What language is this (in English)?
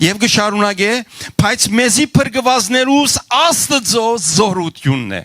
Western Armenian